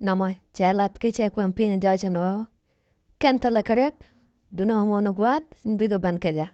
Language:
Nuer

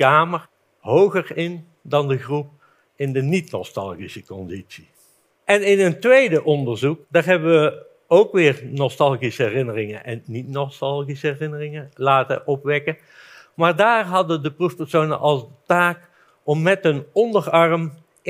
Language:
Dutch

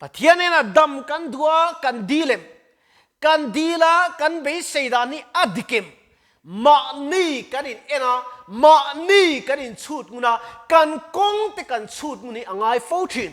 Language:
Mizo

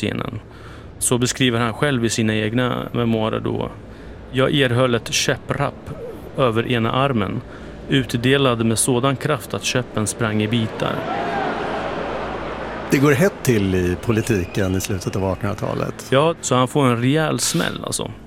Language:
Swedish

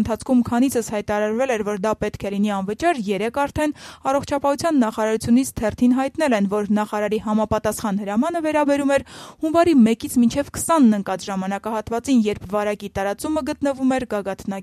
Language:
Armenian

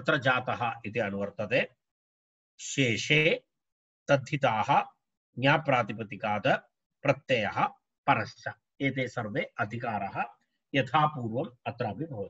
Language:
Sanskrit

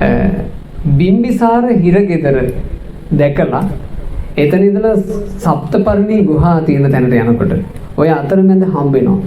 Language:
Sinhala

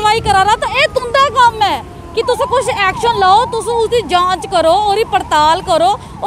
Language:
Dogri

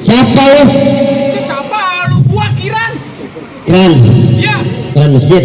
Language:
Betawi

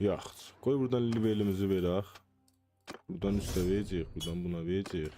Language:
South Azerbaijani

